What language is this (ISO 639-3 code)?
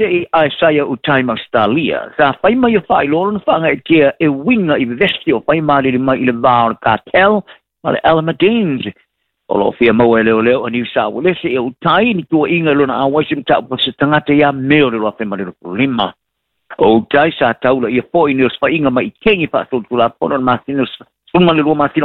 smo